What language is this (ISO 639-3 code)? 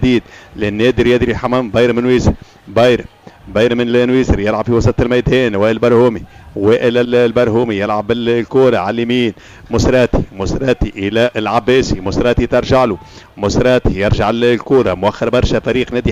aeb